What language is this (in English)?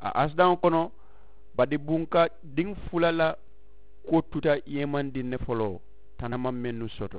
Mandingo